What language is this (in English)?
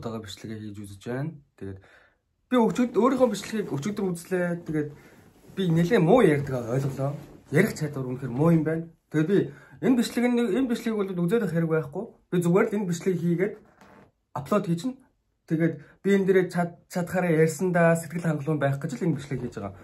Mongolian